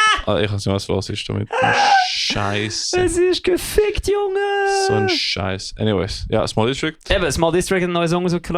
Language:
Swiss German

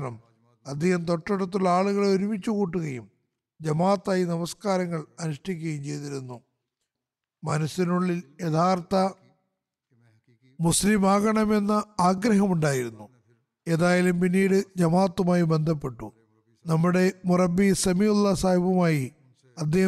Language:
Malayalam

